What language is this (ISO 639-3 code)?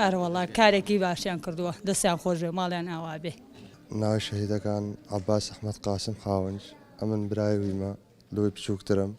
ckb